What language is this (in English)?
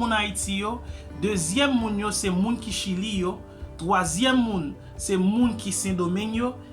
Haitian Creole